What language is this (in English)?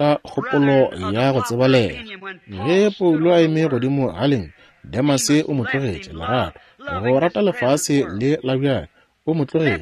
Northern Sotho